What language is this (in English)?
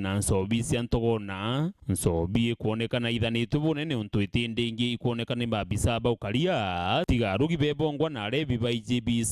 Meru